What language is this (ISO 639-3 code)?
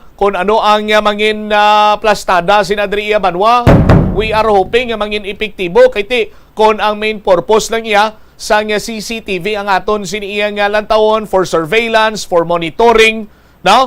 hil